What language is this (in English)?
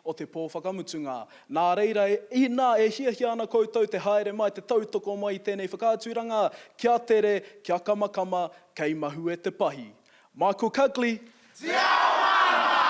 Māori